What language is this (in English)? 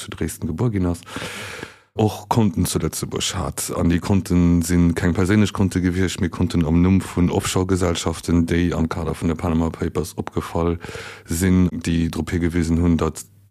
Luxembourgish